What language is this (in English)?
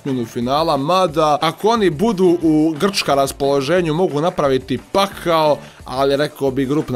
Croatian